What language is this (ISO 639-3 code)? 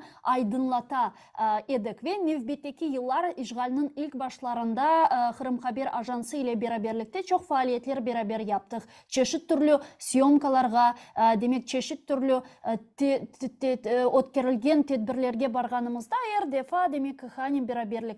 crh